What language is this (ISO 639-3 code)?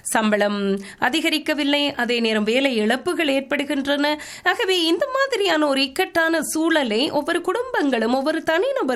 tam